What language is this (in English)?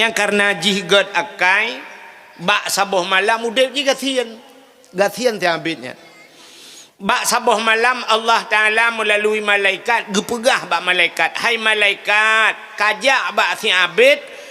Achinese